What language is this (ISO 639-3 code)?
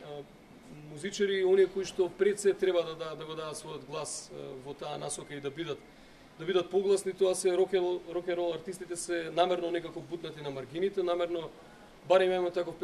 mkd